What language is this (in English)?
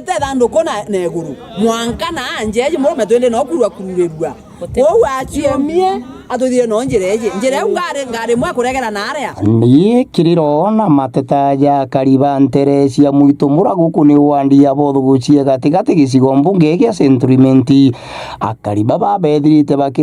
Meru